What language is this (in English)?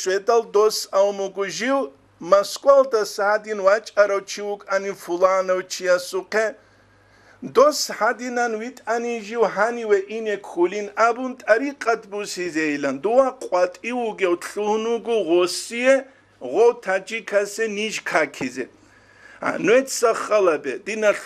Avaric